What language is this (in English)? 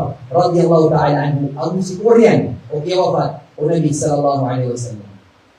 Maranao